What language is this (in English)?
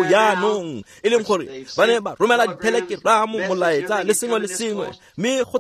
Tswana